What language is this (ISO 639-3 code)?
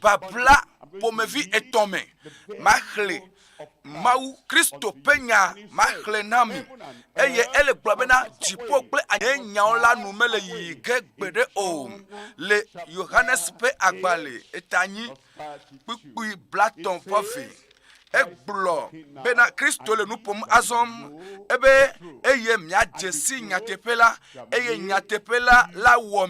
ewe